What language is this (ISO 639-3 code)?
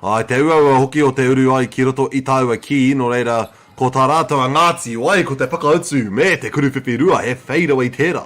mri